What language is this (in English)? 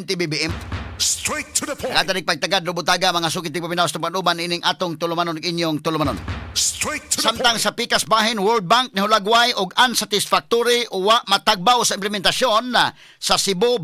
Cebuano